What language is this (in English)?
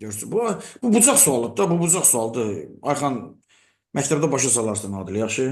Azerbaijani